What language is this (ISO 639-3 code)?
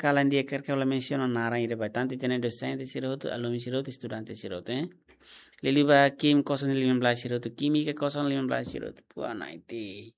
tet